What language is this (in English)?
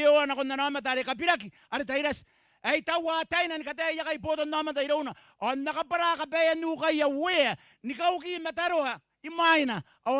Gilbertese